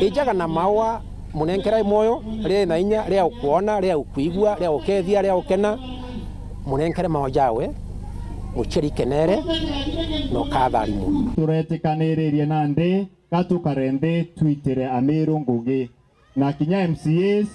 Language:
Meru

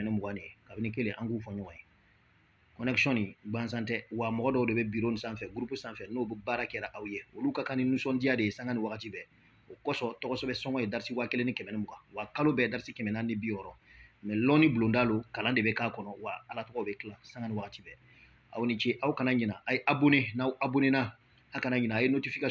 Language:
Bambara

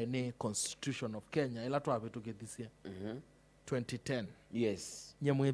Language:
Kamba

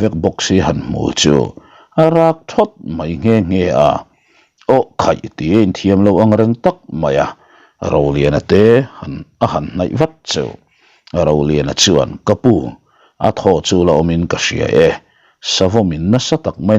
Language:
Mizo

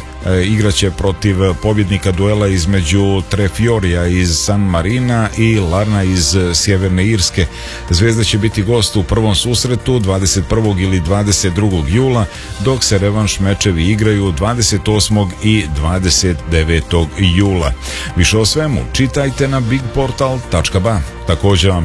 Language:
Serbian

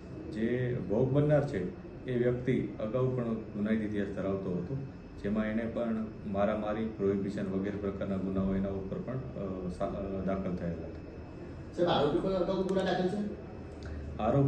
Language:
Gujarati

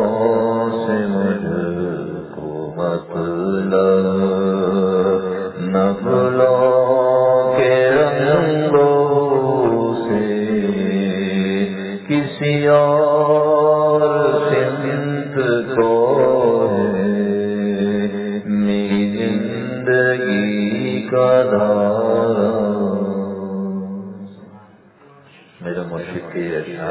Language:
Urdu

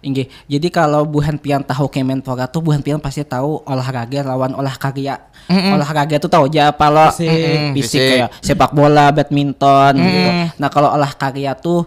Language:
Banjar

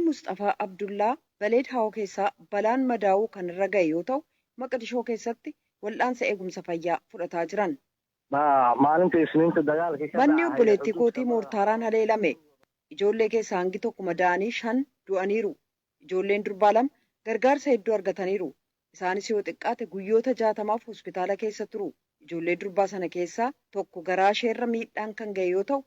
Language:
Oromo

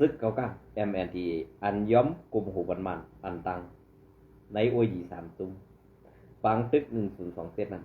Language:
Shan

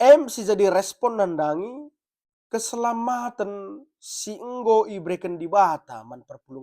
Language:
Batak Karo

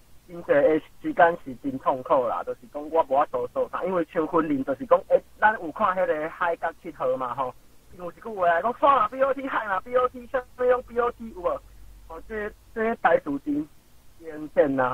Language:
Min Nan Chinese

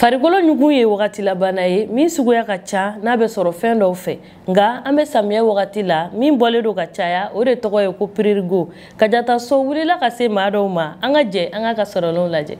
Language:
Bambara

